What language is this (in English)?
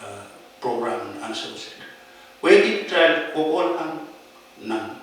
Pohnpeian